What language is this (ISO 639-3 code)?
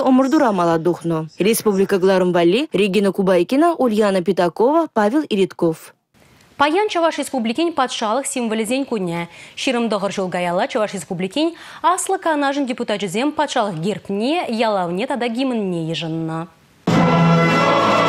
chv